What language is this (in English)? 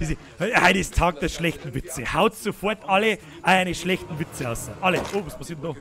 Bavarian